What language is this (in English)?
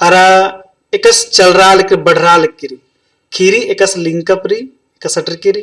Kurukh